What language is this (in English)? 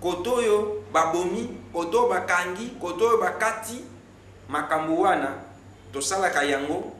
Lingala